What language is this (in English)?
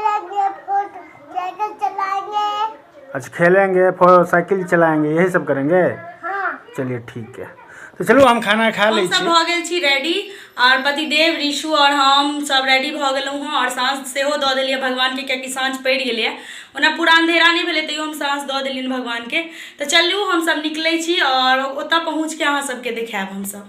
Maithili